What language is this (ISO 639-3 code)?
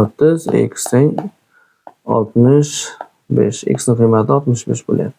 uzb